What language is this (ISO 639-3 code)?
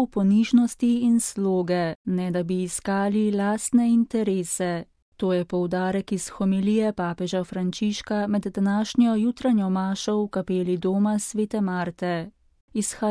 slv